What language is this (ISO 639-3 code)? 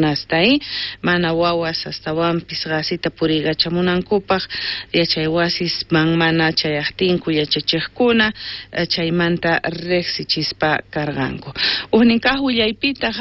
quh